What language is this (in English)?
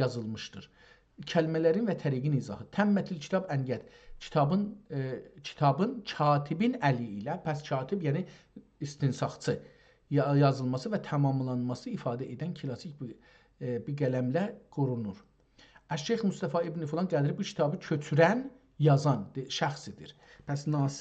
South Azerbaijani